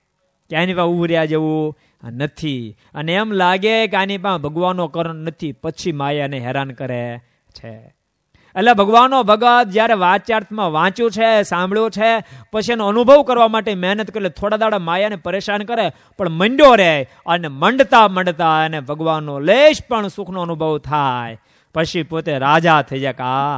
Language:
Gujarati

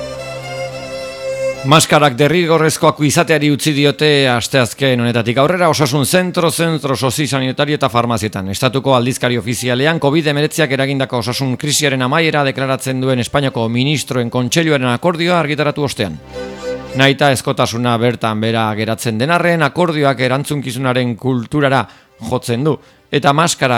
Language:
Basque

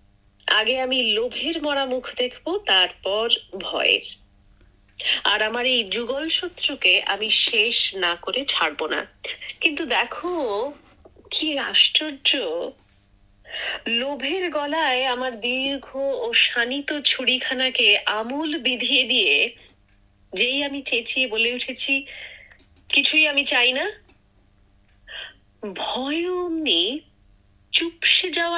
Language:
Bangla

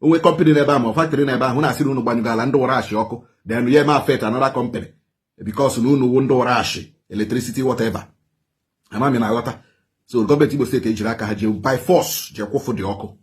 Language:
Igbo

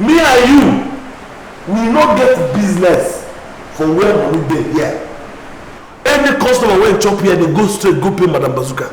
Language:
Nigerian Pidgin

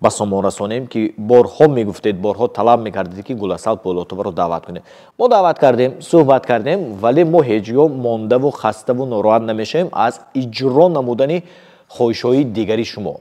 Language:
Tajik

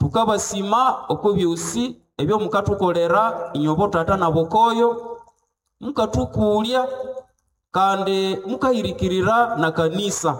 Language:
Nande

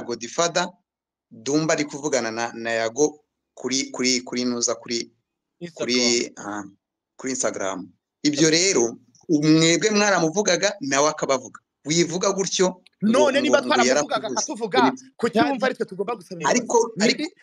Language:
Kinyarwanda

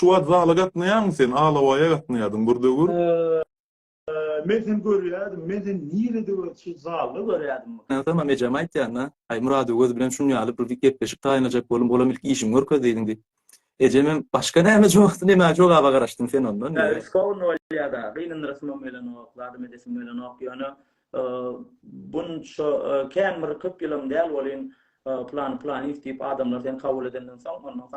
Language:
Turkmen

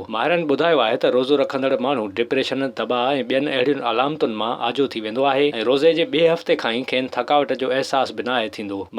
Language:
Sindhi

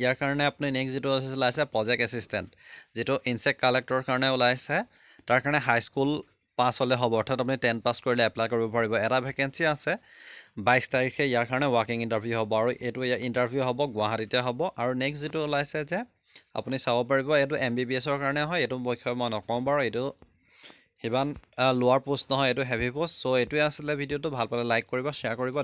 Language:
Assamese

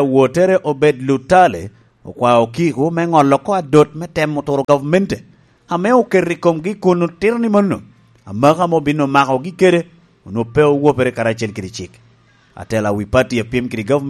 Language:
Lango (Uganda)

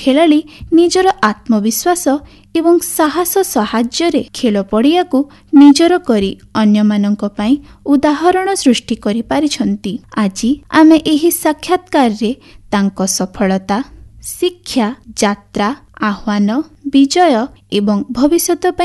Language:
Odia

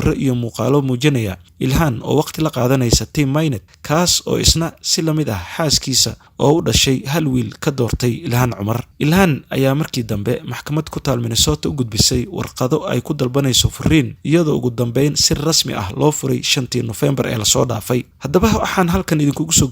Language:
Somali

